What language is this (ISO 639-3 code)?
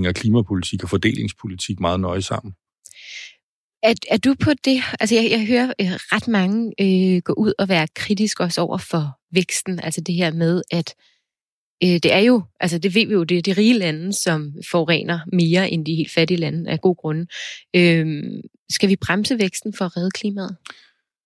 dan